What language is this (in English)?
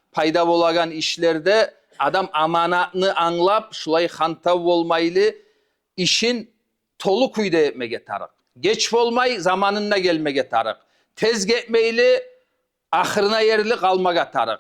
Kumyk